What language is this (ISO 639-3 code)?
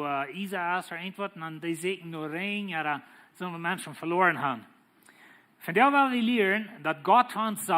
pdt